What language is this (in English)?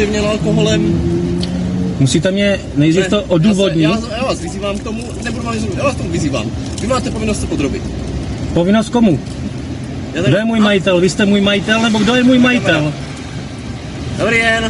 Czech